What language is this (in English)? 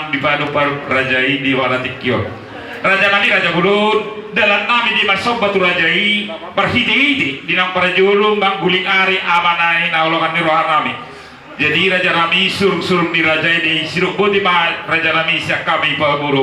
Batak Toba